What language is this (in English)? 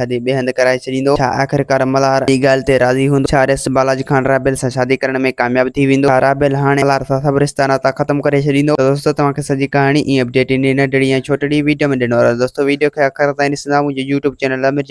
Sindhi